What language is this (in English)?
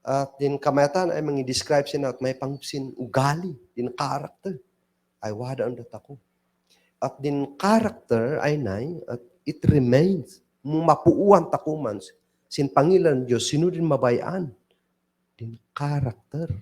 Kankanaey